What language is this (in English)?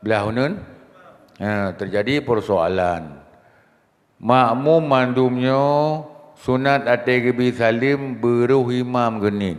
Achinese